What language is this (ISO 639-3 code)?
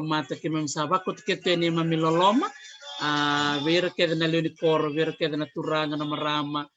fij